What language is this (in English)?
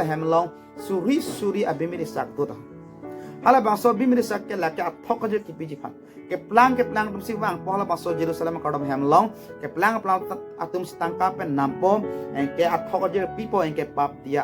Karbi